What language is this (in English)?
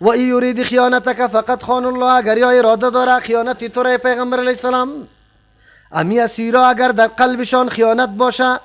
Persian